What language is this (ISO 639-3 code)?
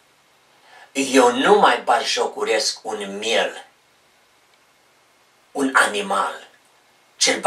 ron